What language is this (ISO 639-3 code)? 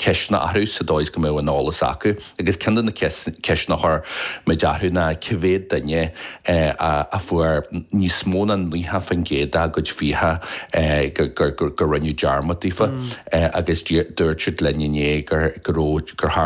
gle